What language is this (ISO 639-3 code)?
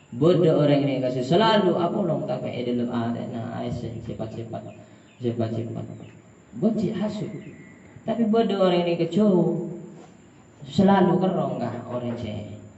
mad